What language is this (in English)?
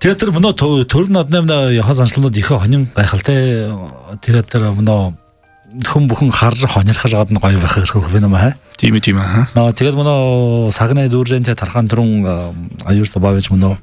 Buriat